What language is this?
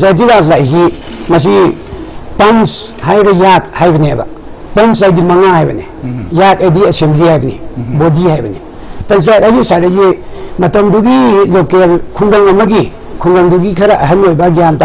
Manipuri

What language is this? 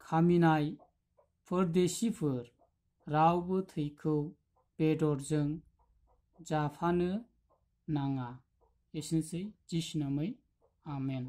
Bodo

